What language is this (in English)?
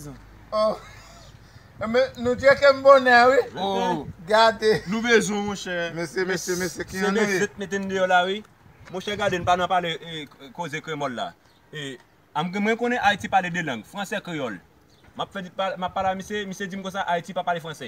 Haitian Creole